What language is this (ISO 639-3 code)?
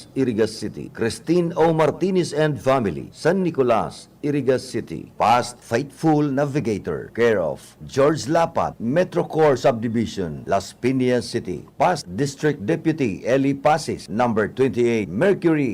bik